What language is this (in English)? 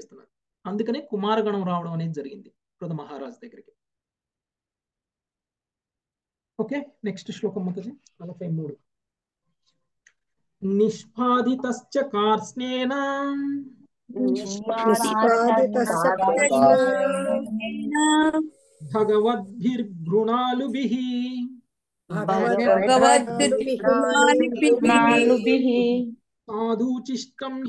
Telugu